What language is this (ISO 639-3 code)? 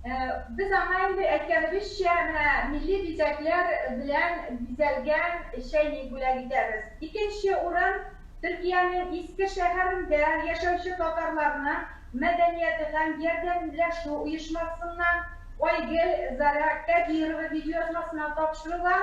tat